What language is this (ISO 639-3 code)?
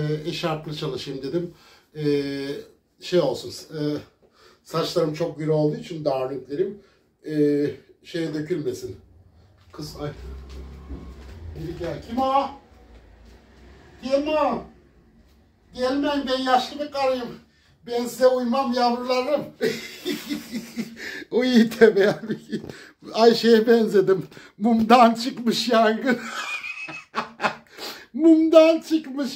tur